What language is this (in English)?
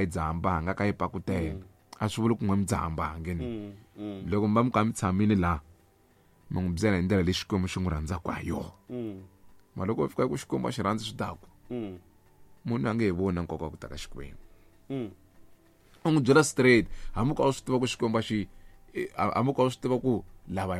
Tsonga